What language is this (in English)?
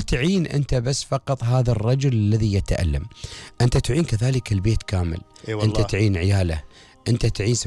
Gulf Arabic